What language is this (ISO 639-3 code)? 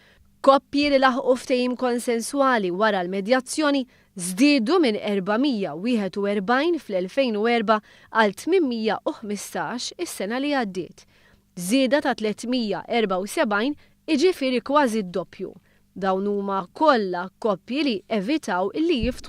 mlt